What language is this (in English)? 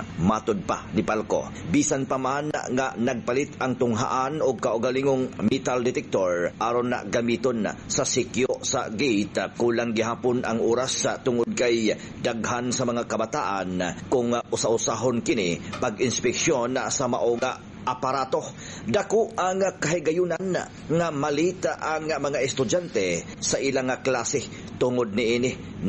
Cebuano